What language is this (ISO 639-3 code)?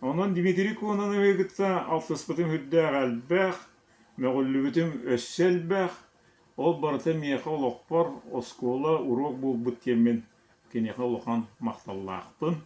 sah